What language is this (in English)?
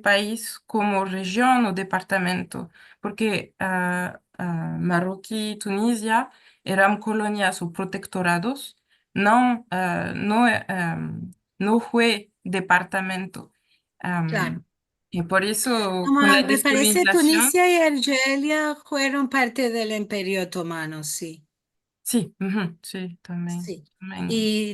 Ladino